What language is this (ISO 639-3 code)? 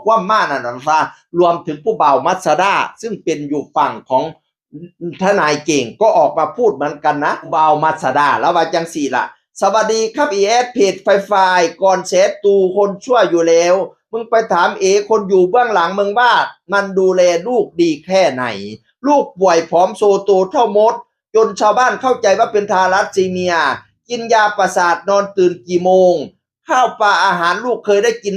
tts